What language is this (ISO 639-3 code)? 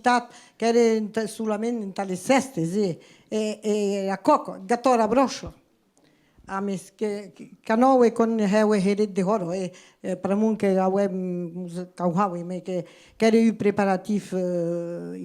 oci